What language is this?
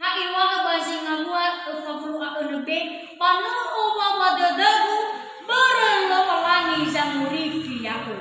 Nias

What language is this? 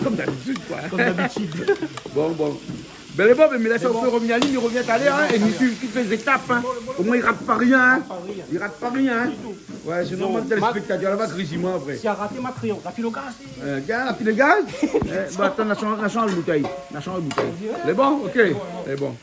Réunion Creole French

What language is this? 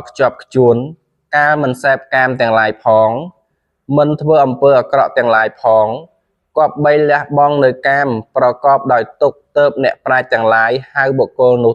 Khmer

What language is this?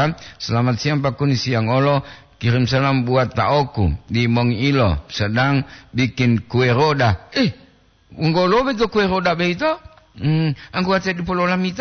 Gorontalo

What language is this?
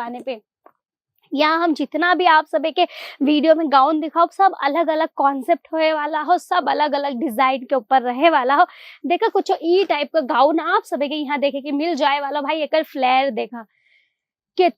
Bhojpuri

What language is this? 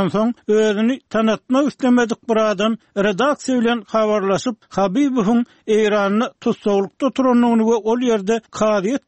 Turkmen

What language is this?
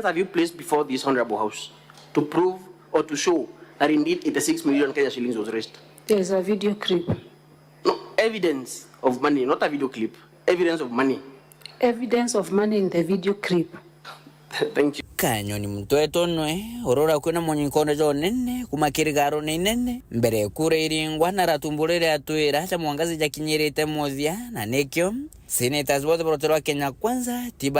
Meru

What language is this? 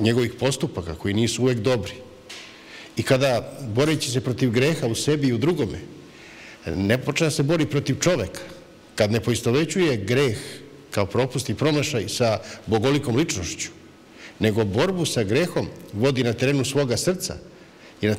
Serbian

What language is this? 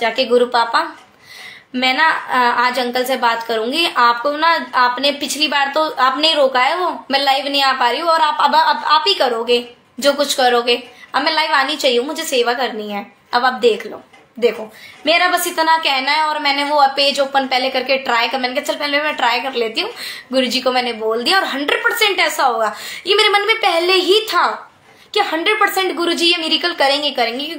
Hindi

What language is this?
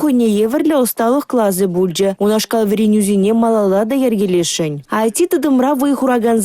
Chuvash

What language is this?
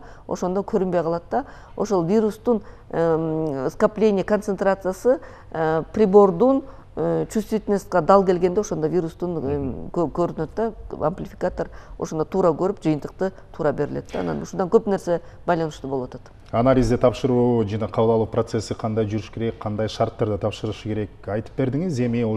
Kyrgyz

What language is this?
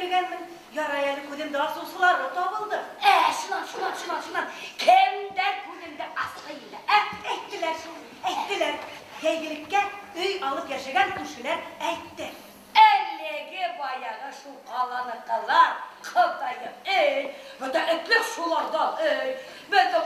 Bashkir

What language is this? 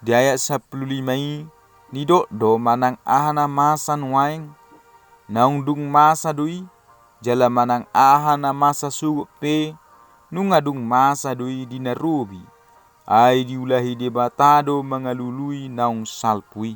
Batak Toba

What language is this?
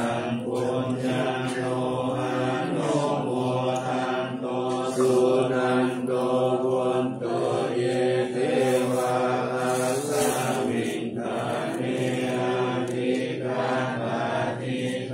Pali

